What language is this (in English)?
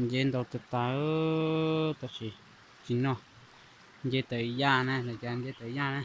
Hmong